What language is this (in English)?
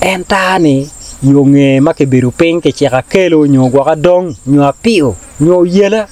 Acoli